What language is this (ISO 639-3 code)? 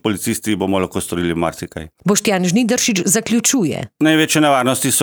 slv